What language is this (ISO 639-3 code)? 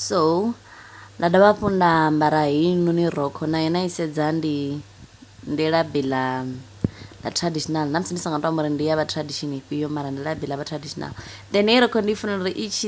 ven